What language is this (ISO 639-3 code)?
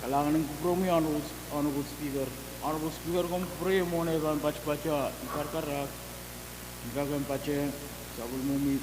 pon